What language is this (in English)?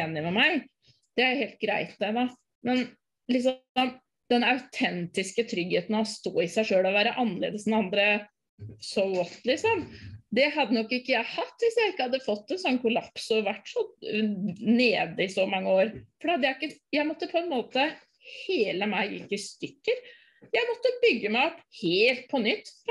Norwegian